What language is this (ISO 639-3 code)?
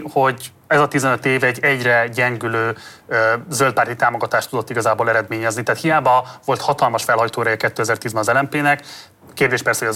hun